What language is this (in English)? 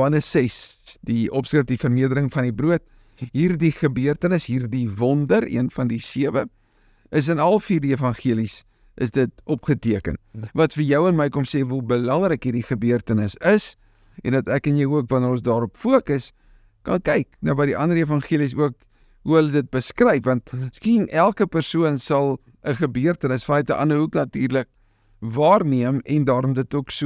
Afrikaans